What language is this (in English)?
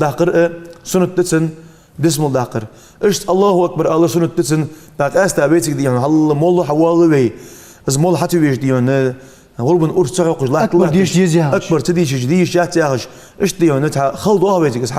Ingush